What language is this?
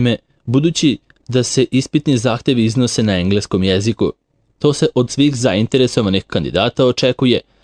Serbian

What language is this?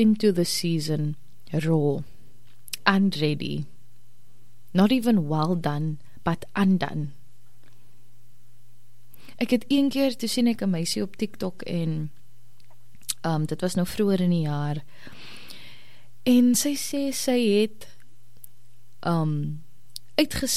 Afrikaans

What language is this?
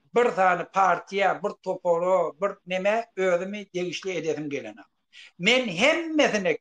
Turkmen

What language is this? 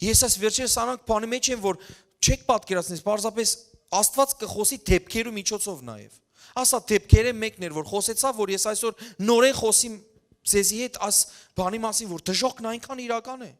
Western Armenian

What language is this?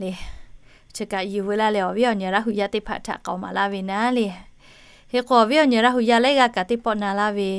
Lahu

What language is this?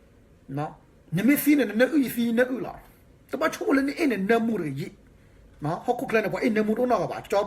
S'gaw Karen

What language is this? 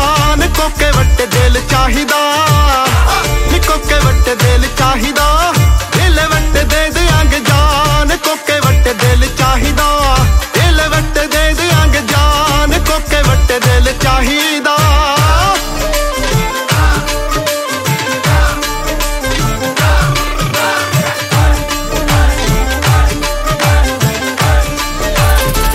Punjabi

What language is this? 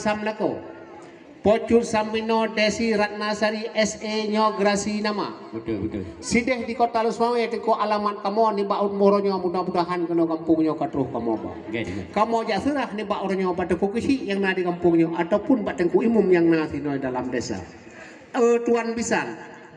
Achinese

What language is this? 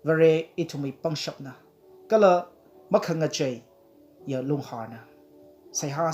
Tangkhul Naga (India)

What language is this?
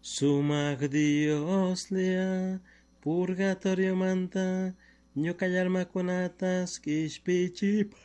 Chimborazo Highland Quichua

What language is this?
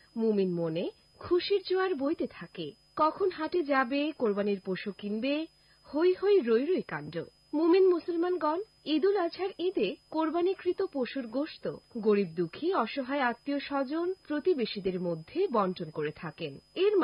Bangla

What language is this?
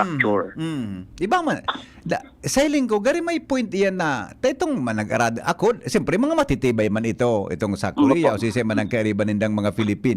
Bikol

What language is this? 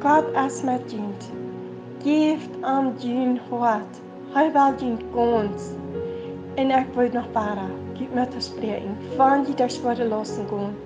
Plautdietsch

